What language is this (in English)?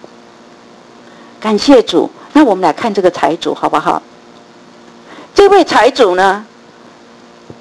Chinese